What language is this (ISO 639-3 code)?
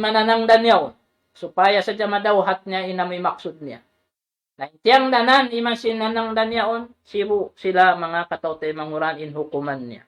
tsg